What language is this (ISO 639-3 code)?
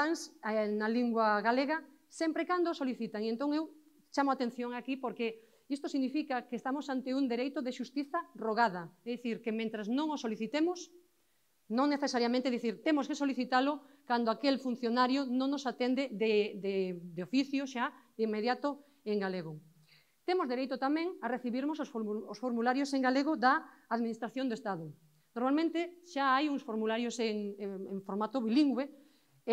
glg